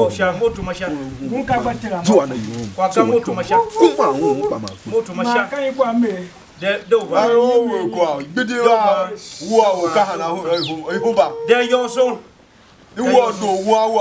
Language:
Tiv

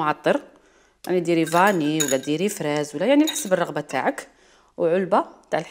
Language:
Algerian Arabic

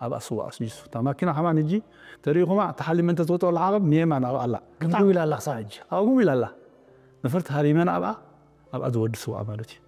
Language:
Tigrinya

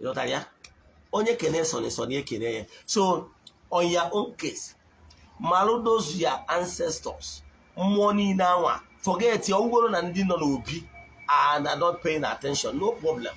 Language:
Igbo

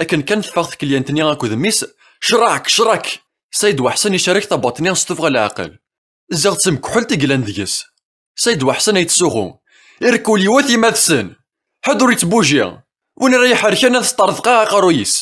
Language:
Kabyle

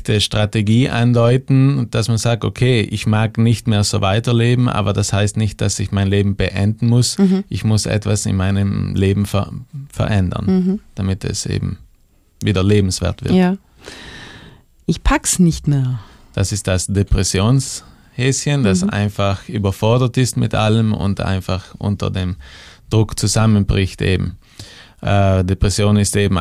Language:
German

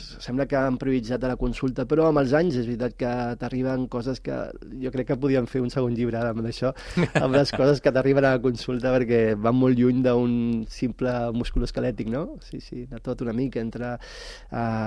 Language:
Catalan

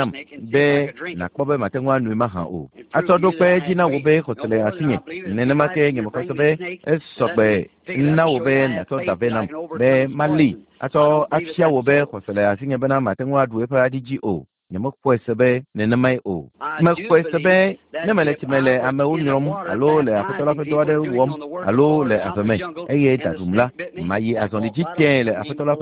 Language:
Ewe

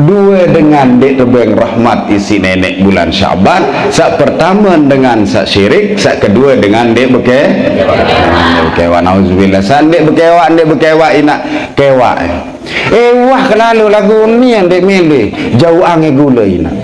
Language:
Sasak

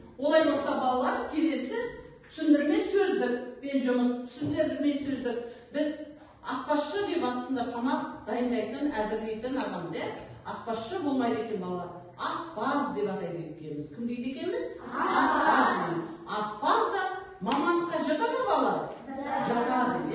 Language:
Kazakh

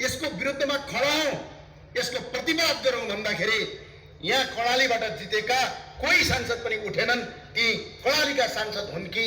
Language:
Nepali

